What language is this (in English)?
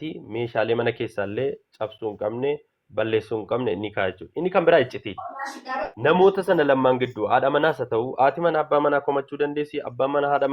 Oromo